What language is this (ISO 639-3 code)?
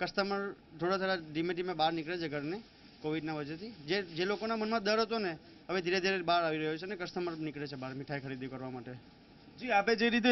guj